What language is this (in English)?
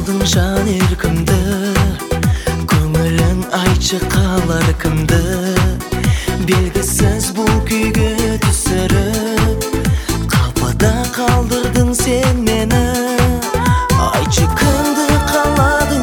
Kazakh